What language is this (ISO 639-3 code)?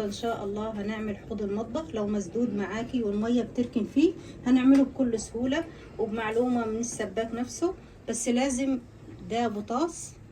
arz